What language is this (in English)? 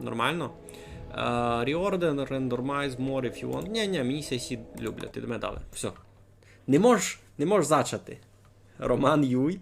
Rusyn